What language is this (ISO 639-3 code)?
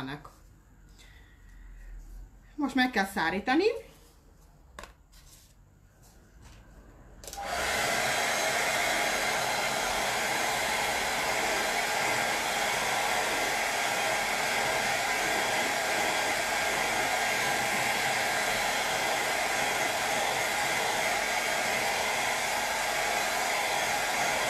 hun